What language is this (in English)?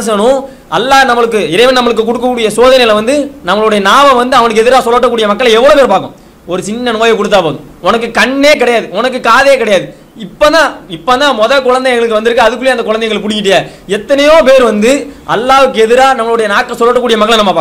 Tamil